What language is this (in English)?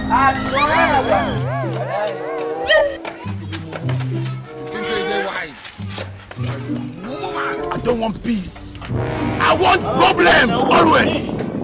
Swahili